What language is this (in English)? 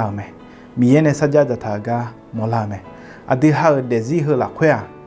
Akha